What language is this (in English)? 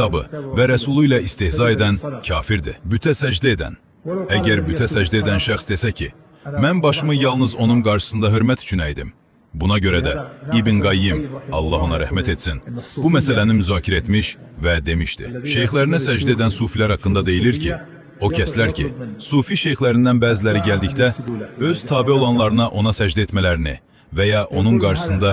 Azerbaijani